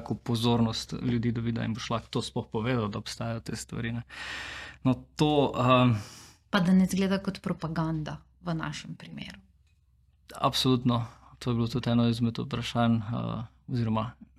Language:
Slovenian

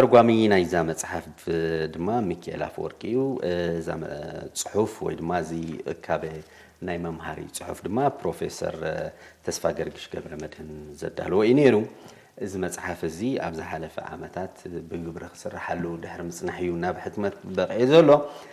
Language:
Tigrinya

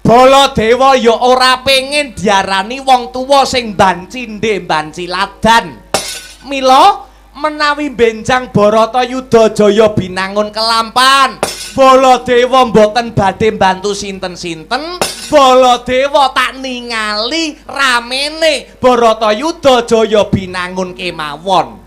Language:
Javanese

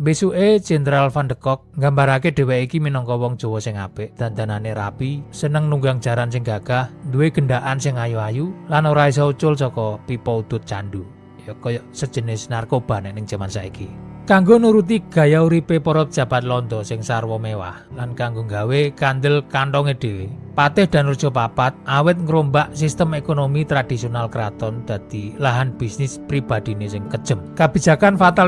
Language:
Javanese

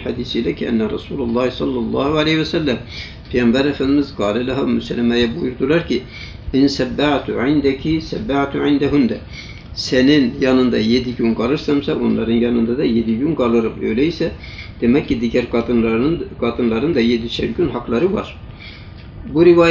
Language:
Turkish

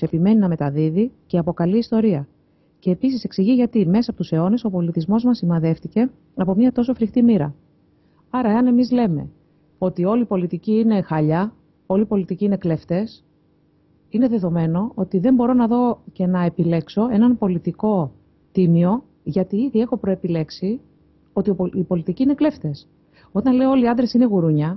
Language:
Greek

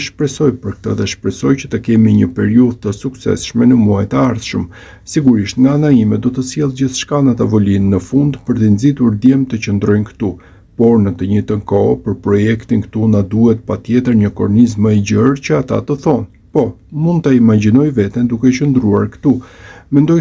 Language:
Albanian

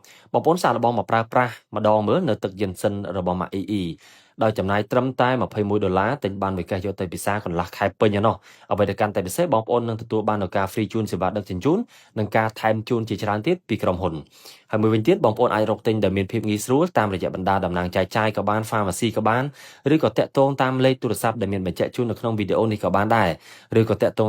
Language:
Khmer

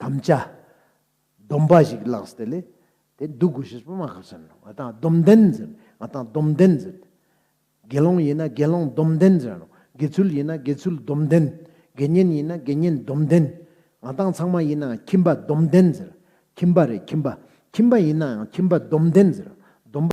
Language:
Ladakhi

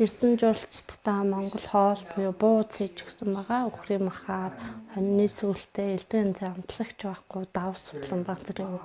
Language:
Mongolian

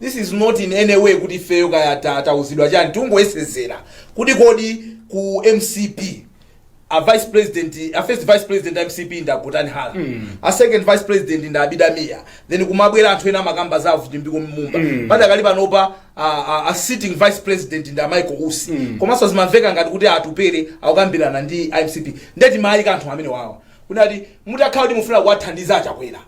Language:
Nyanja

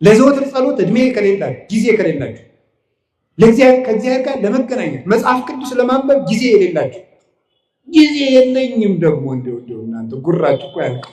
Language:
Amharic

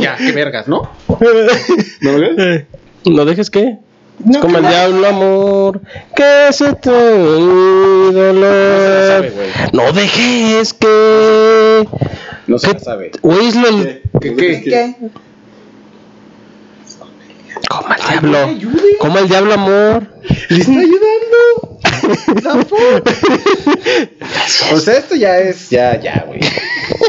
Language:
Spanish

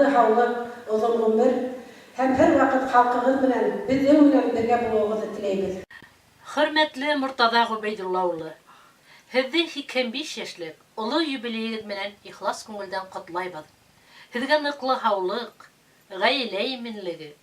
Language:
Bashkir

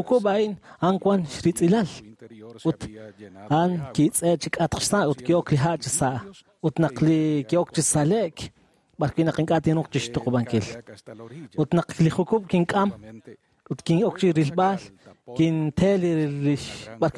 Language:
Kekchí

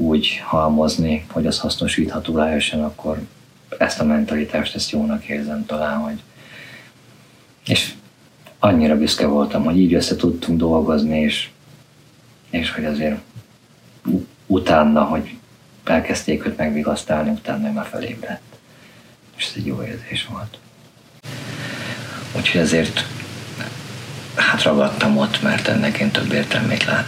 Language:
Hungarian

